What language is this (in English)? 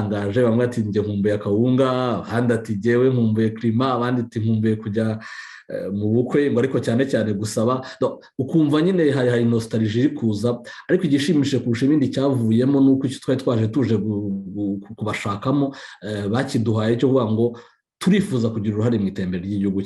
Kinyarwanda